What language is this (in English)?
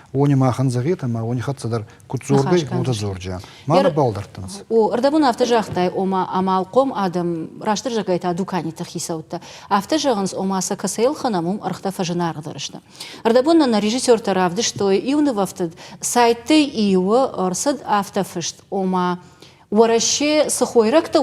Ossetic